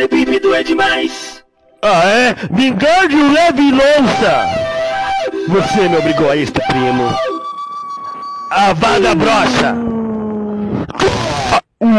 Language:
Portuguese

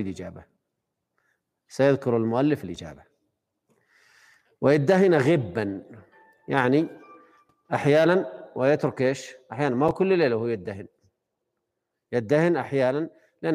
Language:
Arabic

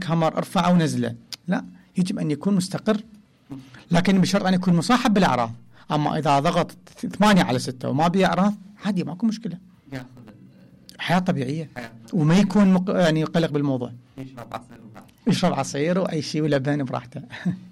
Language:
Mesopotamian Arabic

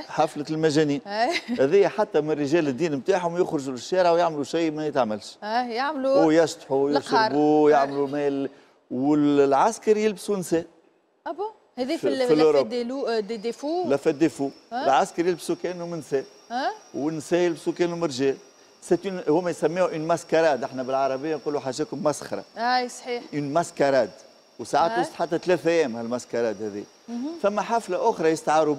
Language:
Tunisian Arabic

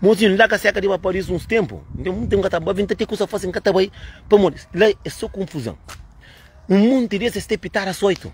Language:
Kabuverdianu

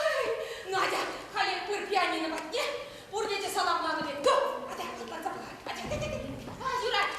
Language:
Chuvash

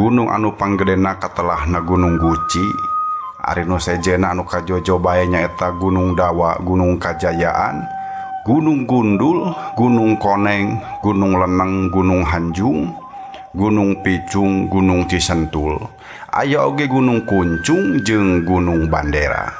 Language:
Sundanese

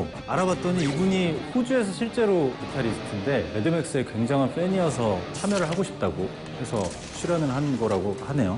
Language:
Korean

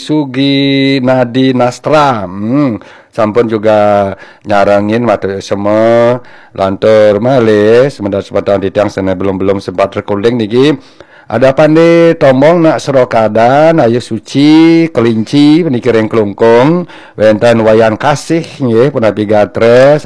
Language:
Balinese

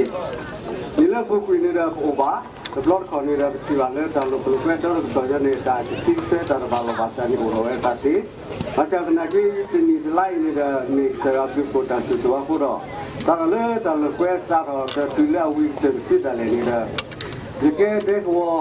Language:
S'gaw Karen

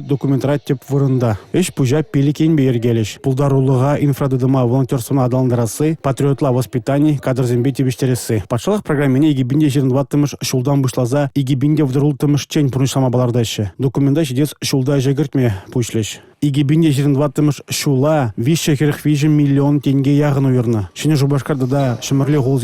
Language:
Chuvash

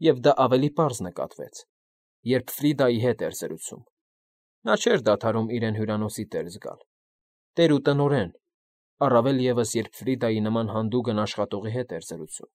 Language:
Armenian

